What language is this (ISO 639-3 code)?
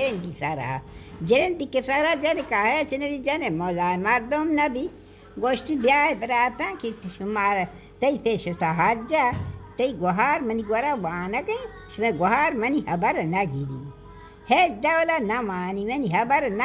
bal